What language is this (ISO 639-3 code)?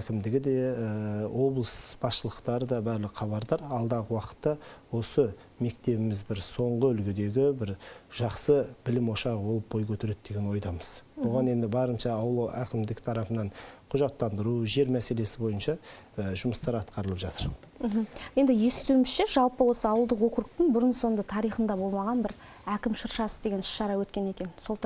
kaz